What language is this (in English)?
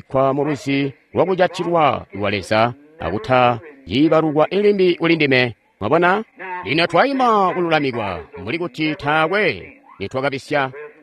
Tonga (Zambia)